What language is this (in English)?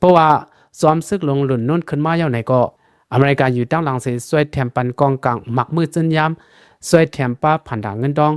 Shan